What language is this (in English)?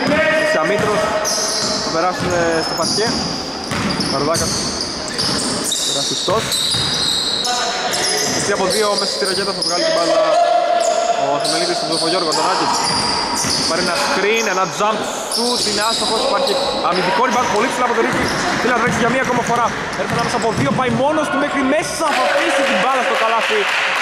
Greek